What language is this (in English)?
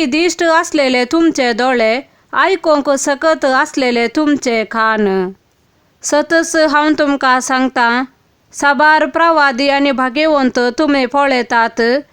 Konkani